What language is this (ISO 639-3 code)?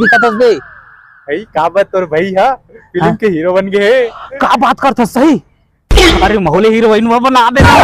hne